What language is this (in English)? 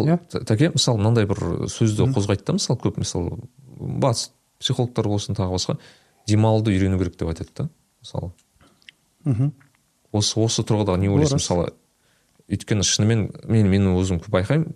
Kazakh